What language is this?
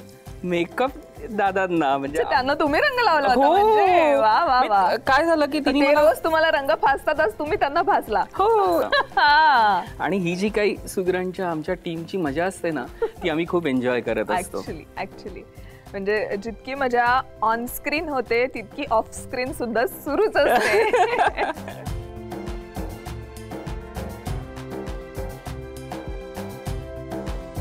Marathi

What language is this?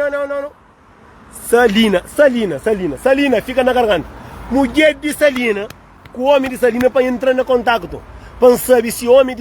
Kabuverdianu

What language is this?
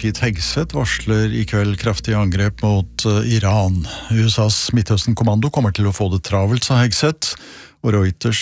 Norwegian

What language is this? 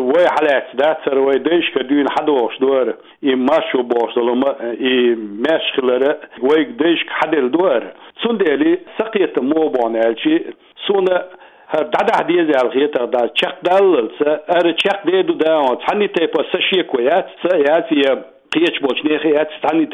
Chechen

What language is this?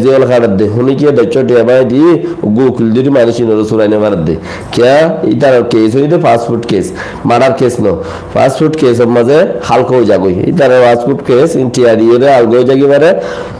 Rohingya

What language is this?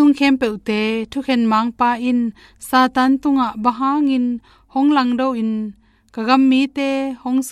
Tedim Chin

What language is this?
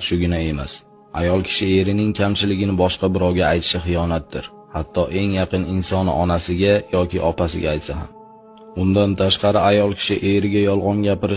Uzbek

